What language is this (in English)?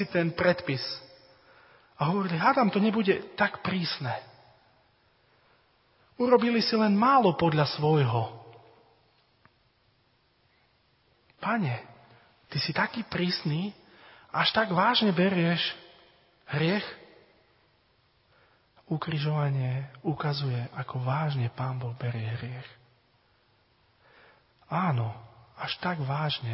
Slovak